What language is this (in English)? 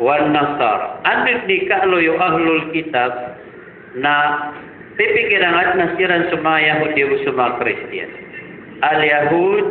Maranao